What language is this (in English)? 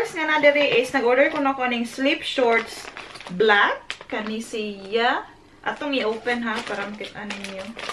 Cebuano